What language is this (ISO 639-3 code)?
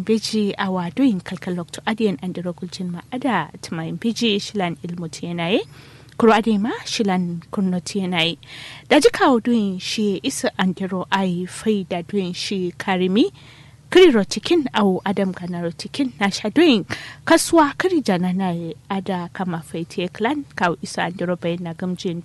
kau